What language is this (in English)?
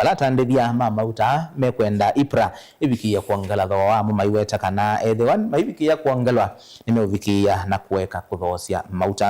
Kamba